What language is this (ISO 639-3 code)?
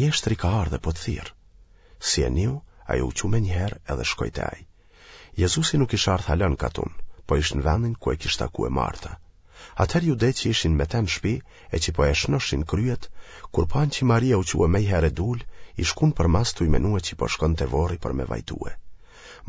sqi